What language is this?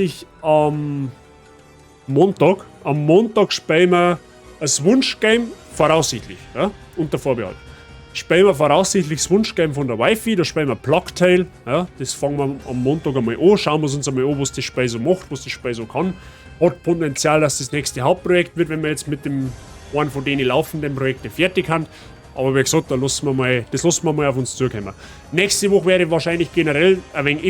Bavarian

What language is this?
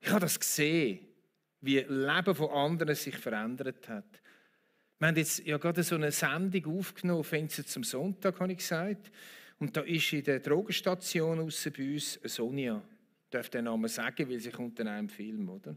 Swiss German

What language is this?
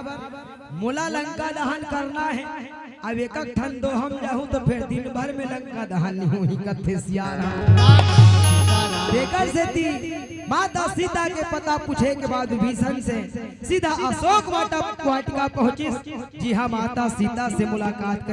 Chhattisgarhi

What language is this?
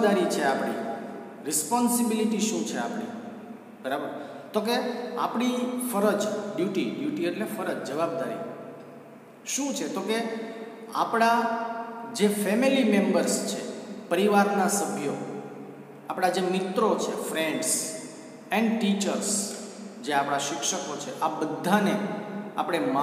Gujarati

